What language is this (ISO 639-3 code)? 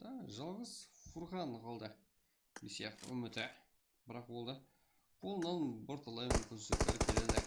kaa